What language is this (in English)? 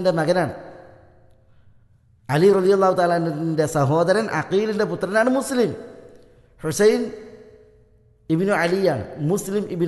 Malayalam